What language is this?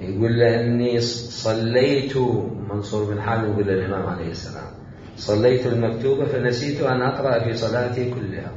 Mesopotamian Arabic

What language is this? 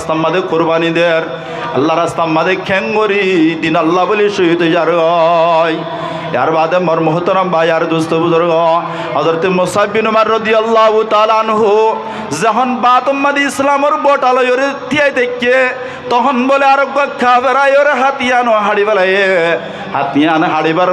Rohingya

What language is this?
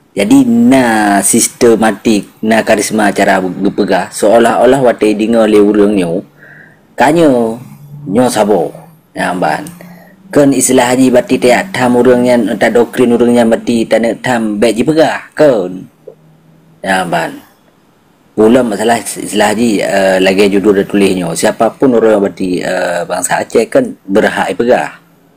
Achinese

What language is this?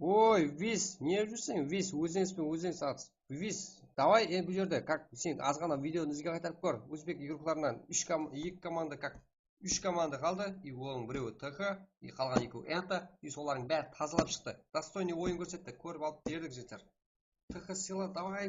Kara-Kalpak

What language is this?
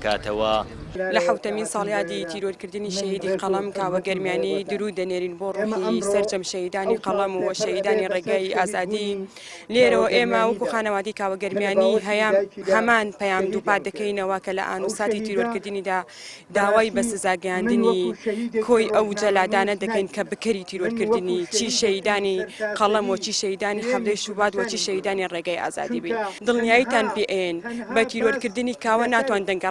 Central Kurdish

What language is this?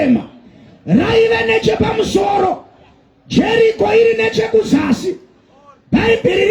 Shona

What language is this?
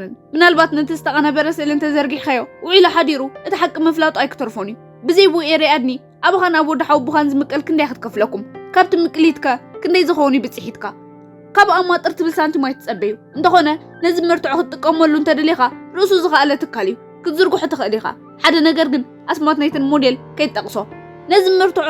Tigrinya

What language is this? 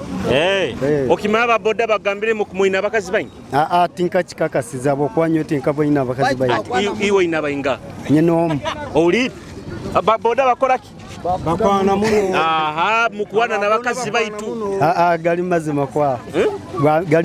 Nyoro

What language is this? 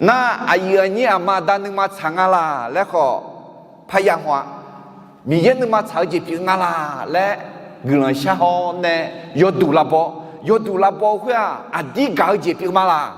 Akha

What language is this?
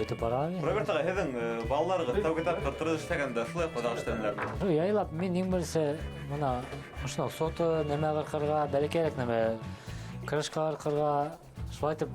Bashkir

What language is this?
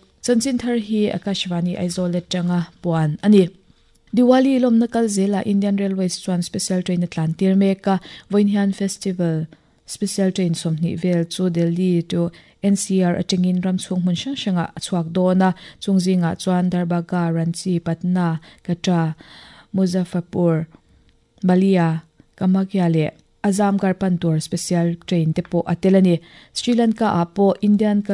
Mizo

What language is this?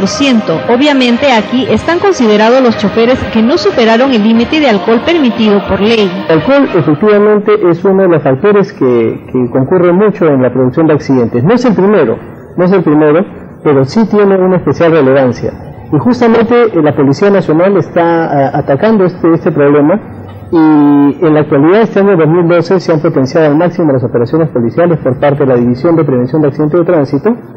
Spanish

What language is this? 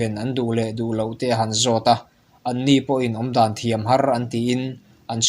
Mizo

